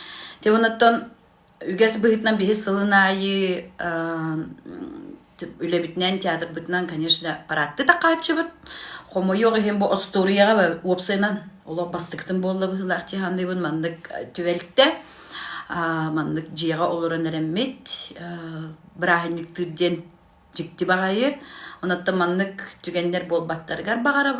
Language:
Yakut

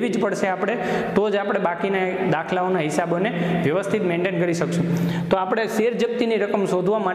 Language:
Gujarati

